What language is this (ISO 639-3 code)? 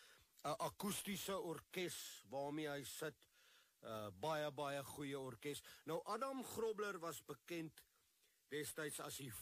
afr